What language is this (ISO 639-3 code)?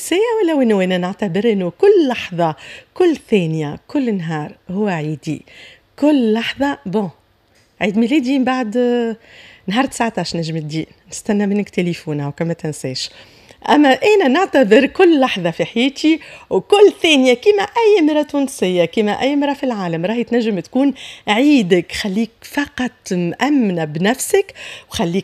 aeb